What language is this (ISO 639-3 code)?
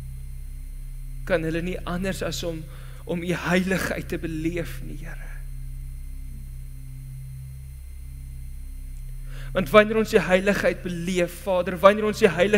afr